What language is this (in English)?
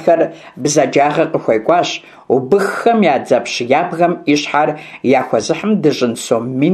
Kabardian